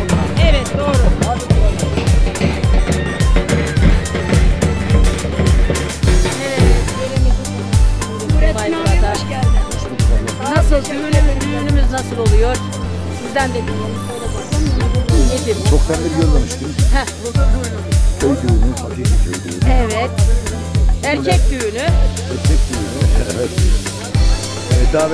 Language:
Turkish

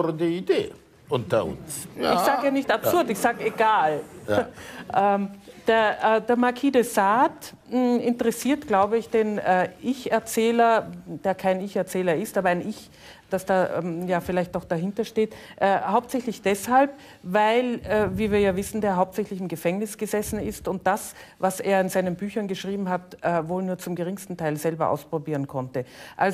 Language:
German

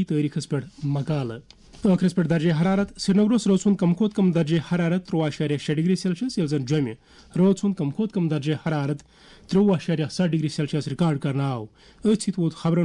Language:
Kashmiri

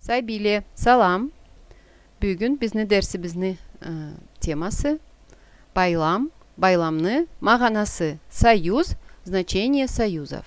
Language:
Karachay-Balkar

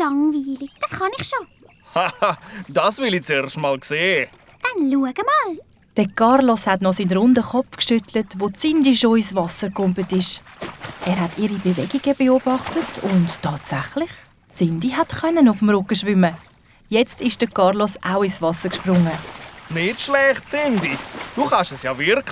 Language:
Swiss German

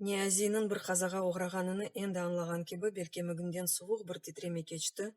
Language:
Crimean Tatar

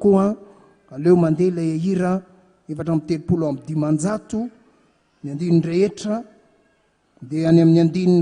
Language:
Malagasy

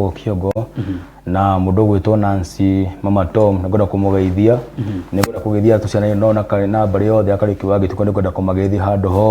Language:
Kikuyu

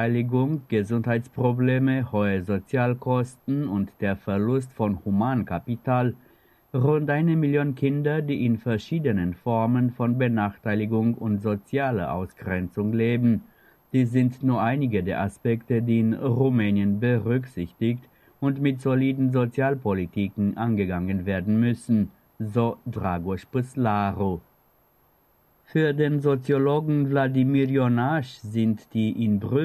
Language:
German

